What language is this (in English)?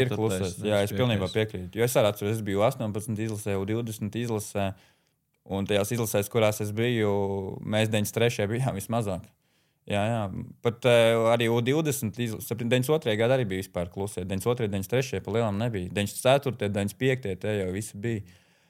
Latvian